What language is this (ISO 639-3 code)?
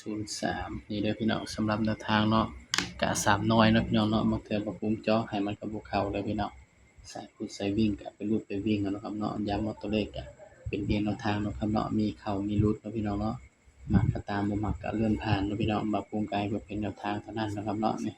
tts